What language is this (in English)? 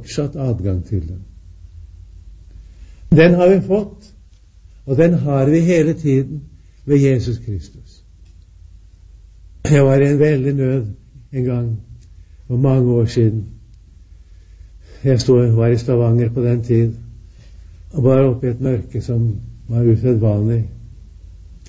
Norwegian